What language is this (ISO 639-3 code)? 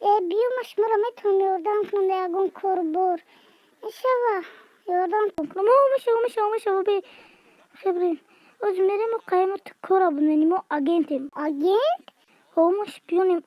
tgk